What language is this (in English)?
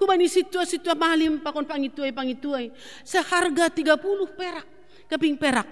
Batak Simalungun